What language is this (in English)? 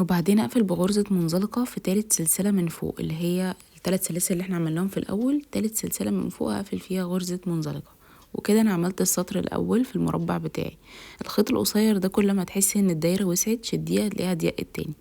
Egyptian Arabic